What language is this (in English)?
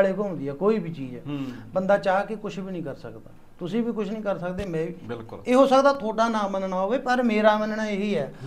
Punjabi